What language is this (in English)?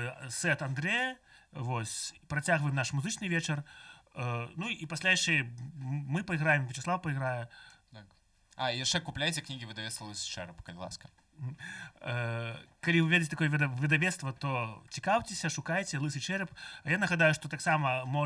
Belarusian